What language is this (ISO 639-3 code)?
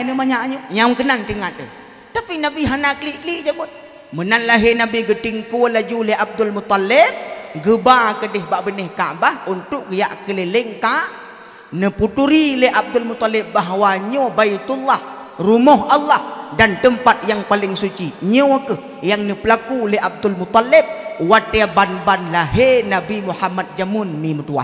ace